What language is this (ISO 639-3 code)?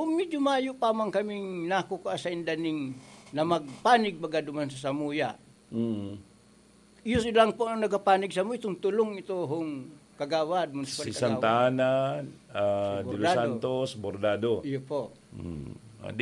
bik